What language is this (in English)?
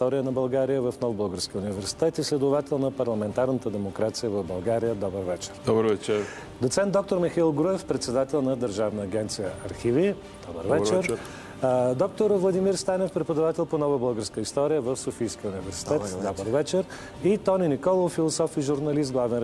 Bulgarian